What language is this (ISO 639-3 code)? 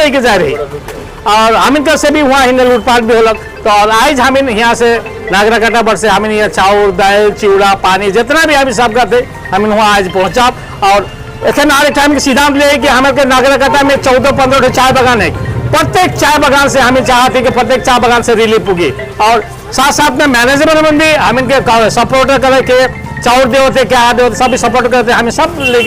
sck